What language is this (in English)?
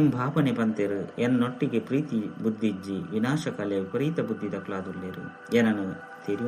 Tulu